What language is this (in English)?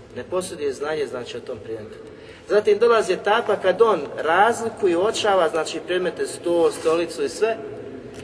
Bosnian